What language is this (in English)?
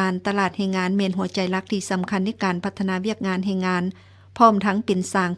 Lao